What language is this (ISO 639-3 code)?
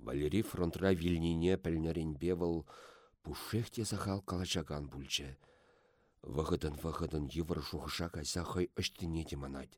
chv